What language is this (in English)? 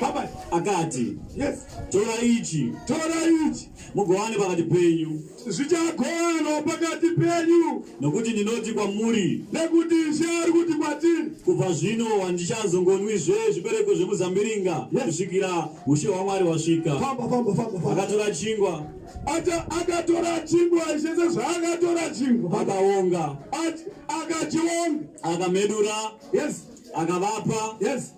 Shona